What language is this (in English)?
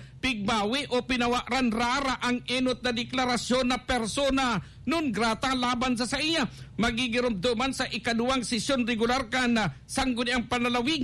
Bikol